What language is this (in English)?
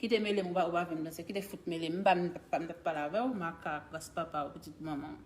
Haitian Creole